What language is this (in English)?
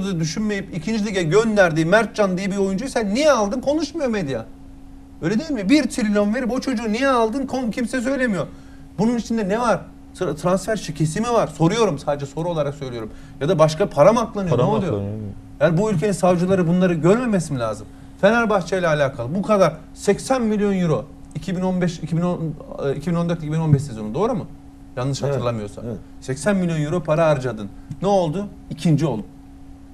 Turkish